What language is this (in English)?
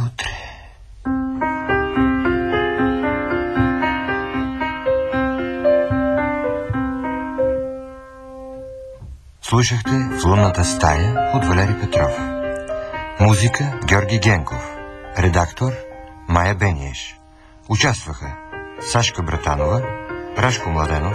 Bulgarian